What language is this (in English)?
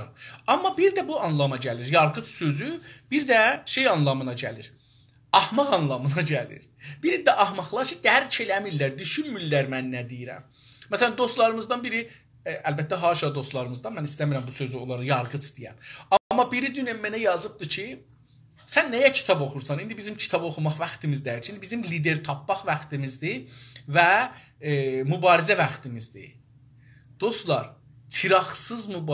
South Azerbaijani